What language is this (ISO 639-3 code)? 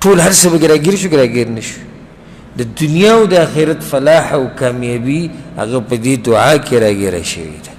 pus